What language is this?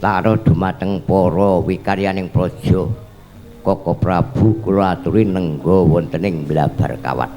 Javanese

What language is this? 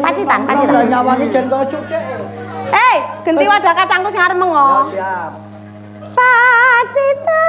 Javanese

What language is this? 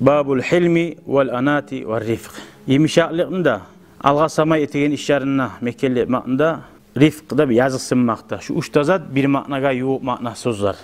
Kumyk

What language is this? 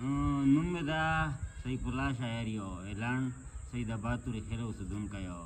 Pashto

